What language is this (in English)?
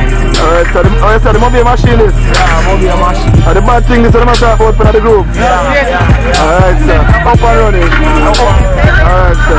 Jamaican Creole English